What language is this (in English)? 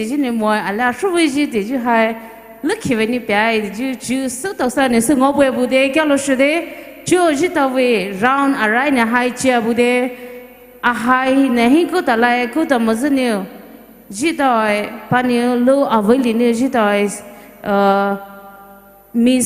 Poumei Naga